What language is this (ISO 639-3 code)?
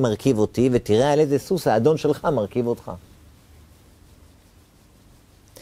heb